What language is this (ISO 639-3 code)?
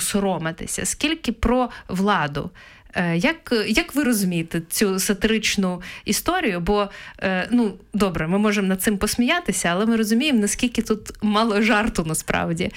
ukr